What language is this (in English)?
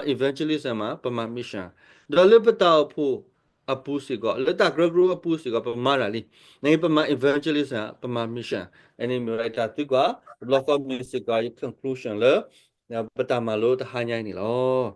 S'gaw Karen